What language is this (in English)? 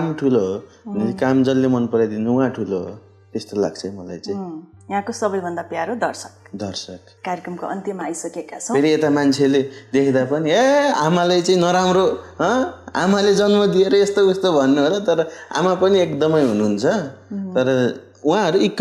Nepali